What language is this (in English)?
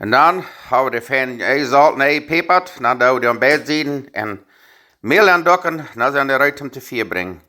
Plautdietsch